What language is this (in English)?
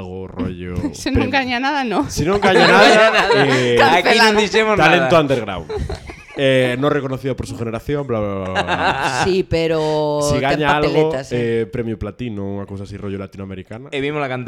Galician